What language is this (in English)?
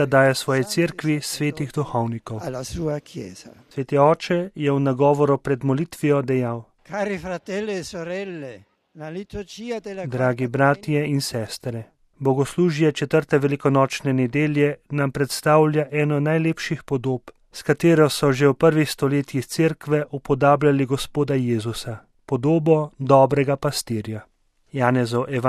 Slovenian